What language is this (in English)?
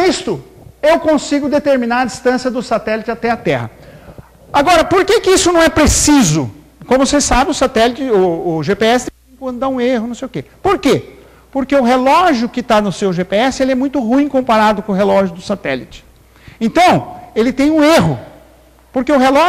Portuguese